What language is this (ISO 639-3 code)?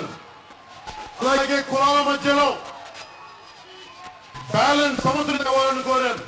tel